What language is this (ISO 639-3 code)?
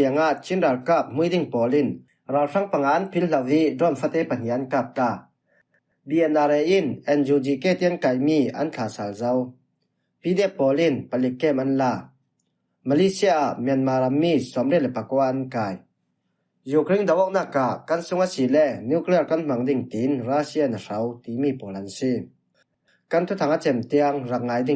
cfm